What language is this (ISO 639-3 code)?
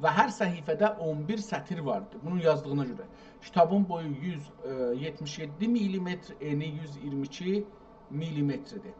azb